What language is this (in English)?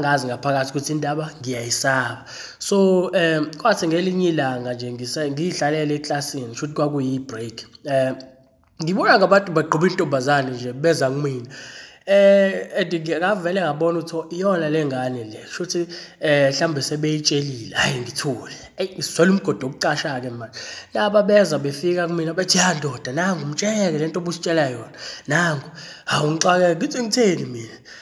Zulu